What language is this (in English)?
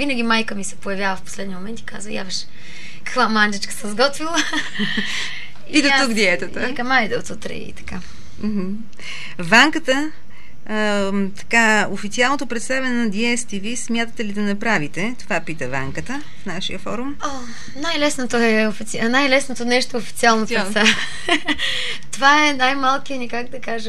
Bulgarian